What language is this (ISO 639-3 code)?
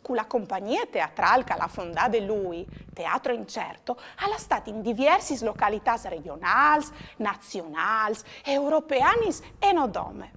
fur